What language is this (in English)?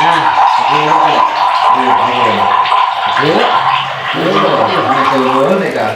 Sundanese